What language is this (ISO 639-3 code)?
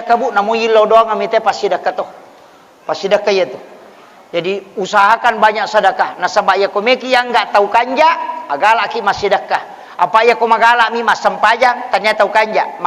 bug